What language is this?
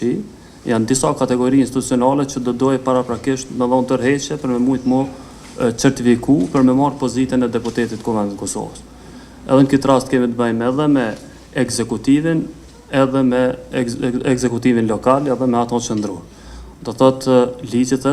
Albanian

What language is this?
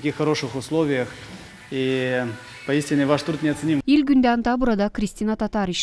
Gagauz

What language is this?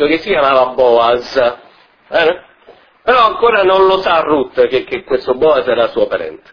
Italian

